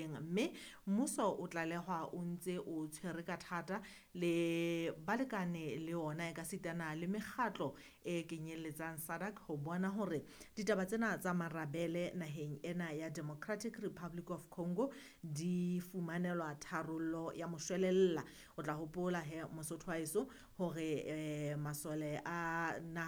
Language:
Southern Sotho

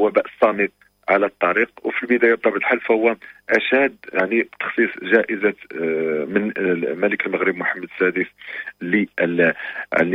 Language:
Moroccan Arabic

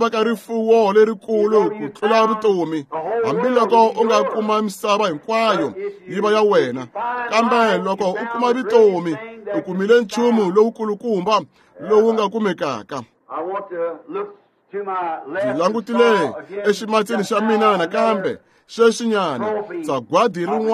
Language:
Tsonga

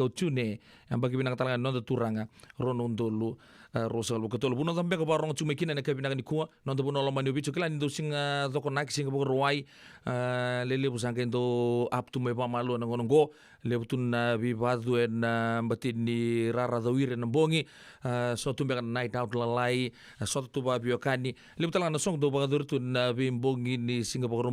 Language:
Fijian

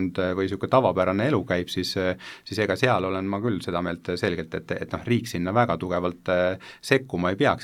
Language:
Estonian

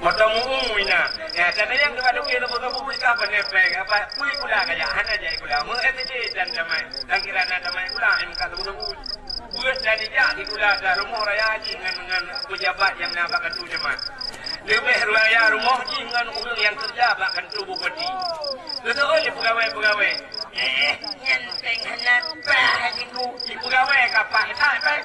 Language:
Achinese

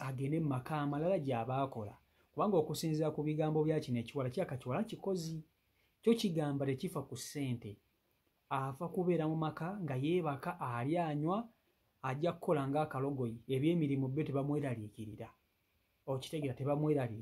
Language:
Ganda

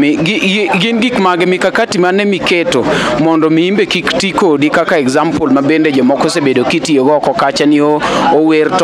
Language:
Luo (Kenya and Tanzania)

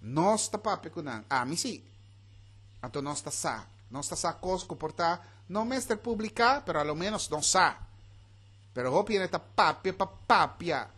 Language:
Papiamento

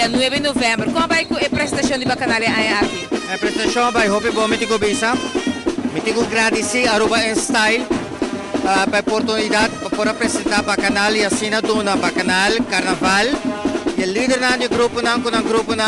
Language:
Papiamento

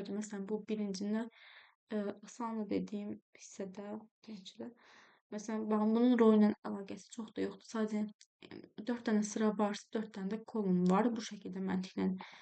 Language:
Azerbaijani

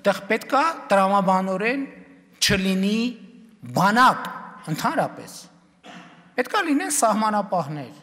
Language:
Armenian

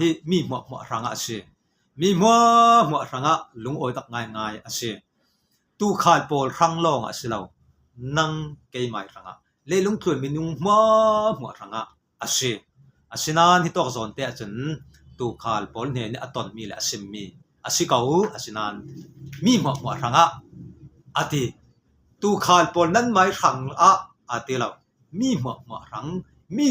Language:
Falam Chin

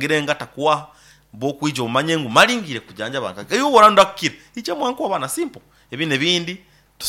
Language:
Nyoro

